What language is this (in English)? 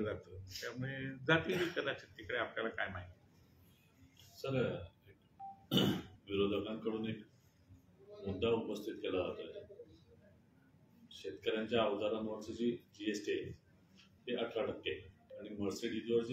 Marathi